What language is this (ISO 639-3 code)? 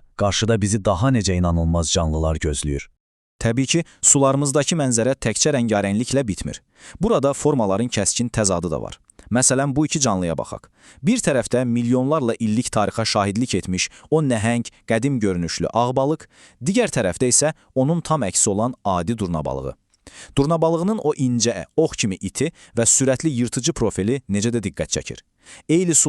aze